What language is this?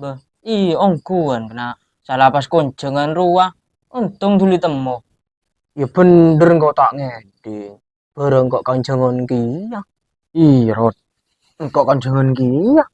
Madurese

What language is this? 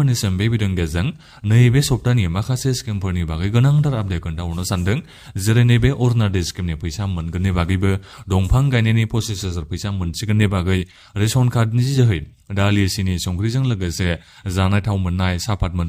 Bodo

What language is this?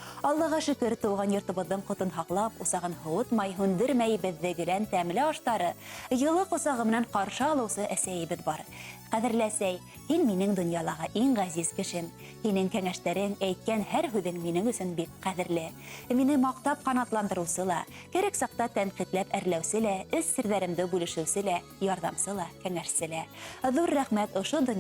Bashkir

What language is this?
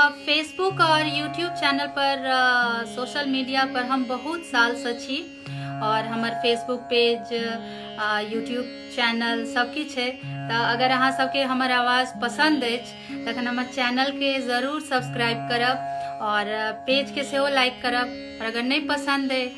Maithili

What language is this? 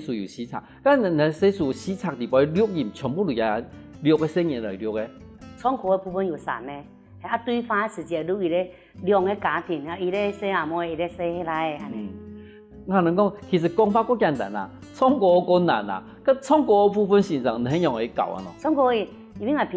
Hakka Chinese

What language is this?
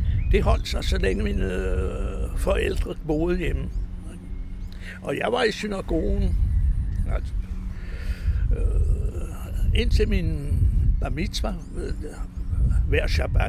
Danish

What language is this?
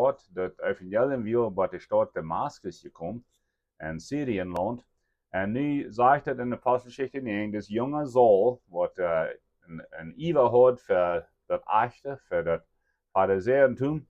Plautdietsch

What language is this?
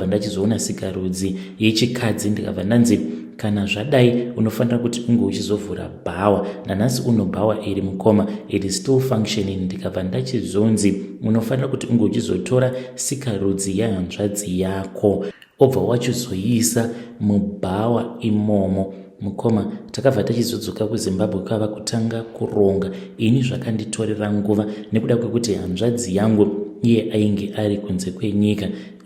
Shona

